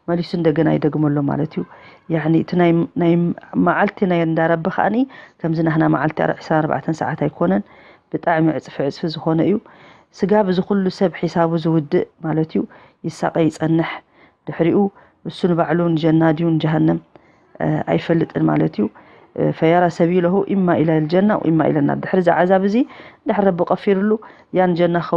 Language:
Tigrinya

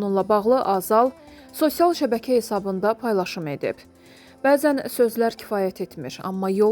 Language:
Azerbaijani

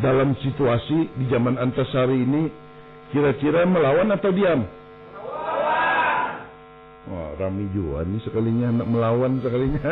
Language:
Banjar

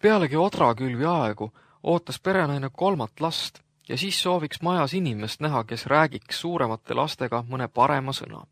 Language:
Estonian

